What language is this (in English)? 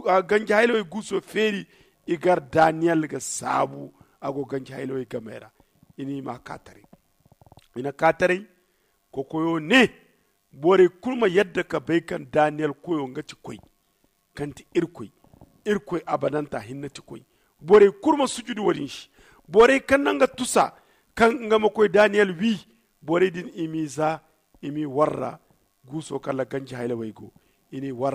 Zarma